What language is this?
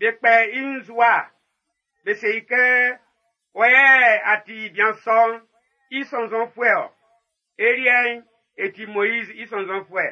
Baoulé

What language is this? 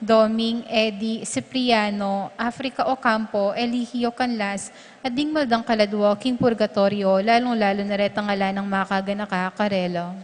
Pampanga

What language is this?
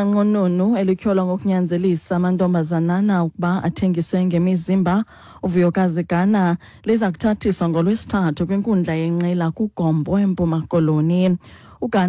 Xhosa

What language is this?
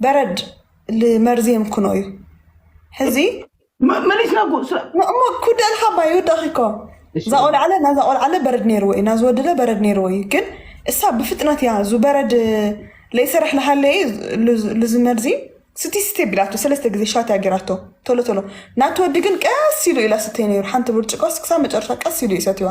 Tigrinya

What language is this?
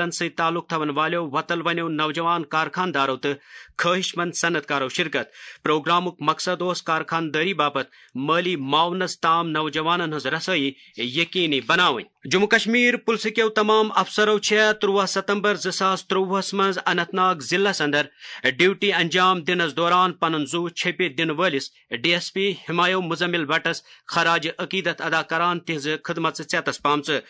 Kashmiri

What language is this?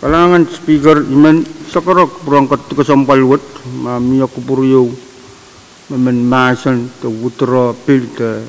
Pohnpeian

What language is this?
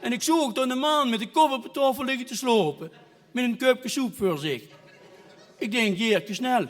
Limburgish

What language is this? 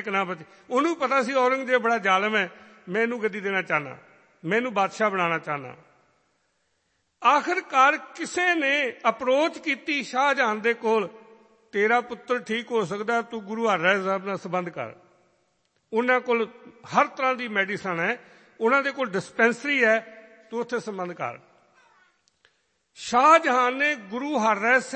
Punjabi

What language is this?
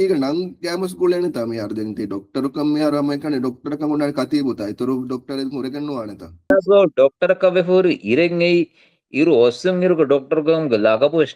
Divehi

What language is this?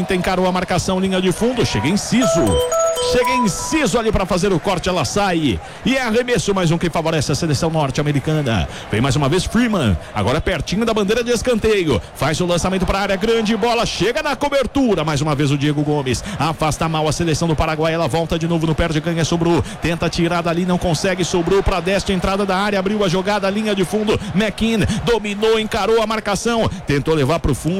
Portuguese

